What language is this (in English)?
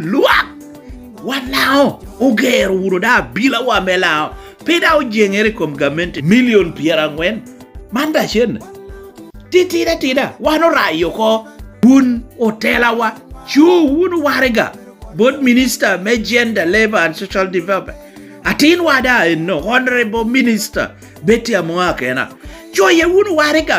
Lango (Uganda)